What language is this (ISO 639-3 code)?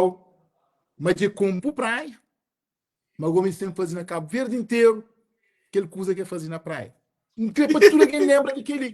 kea